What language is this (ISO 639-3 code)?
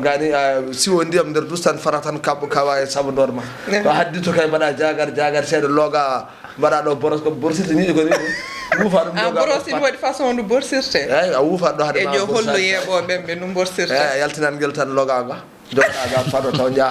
ful